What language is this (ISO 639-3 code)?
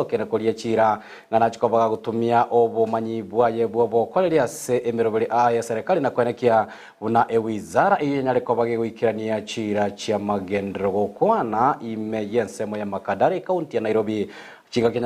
guz